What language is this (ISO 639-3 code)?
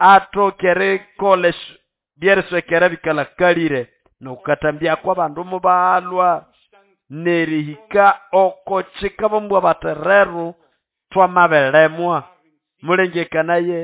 nnb